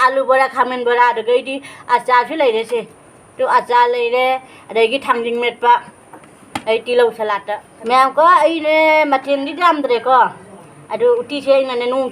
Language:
Manipuri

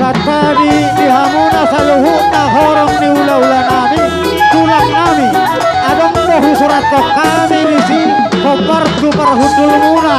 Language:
Batak Toba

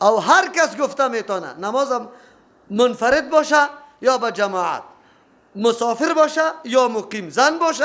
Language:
Persian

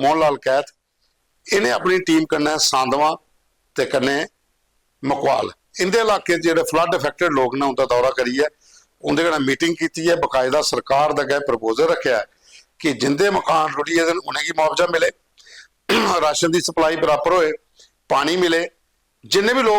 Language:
Dogri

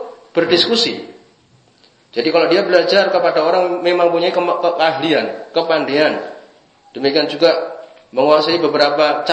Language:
Indonesian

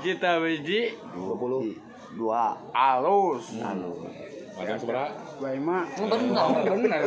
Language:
Sundanese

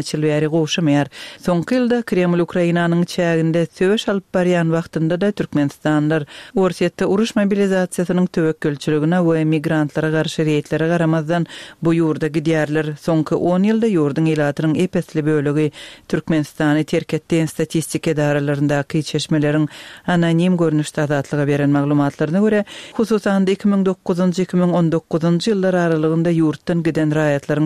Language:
Turkmen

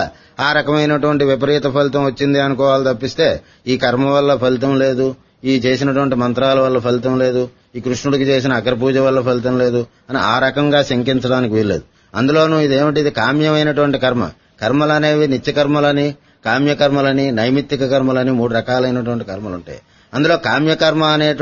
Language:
Telugu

